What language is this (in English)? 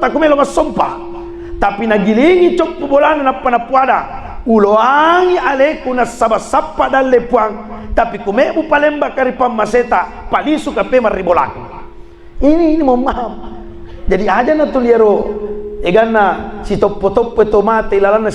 Buginese